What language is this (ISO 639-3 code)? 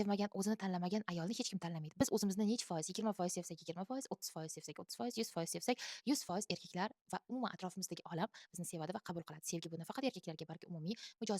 uzb